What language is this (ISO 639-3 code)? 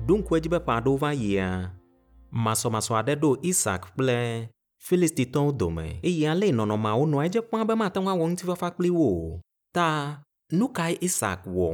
ewe